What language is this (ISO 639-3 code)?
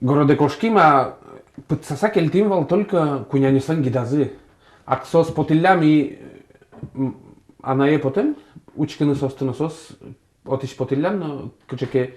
udm